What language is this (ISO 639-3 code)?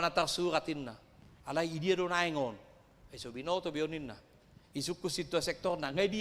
bbc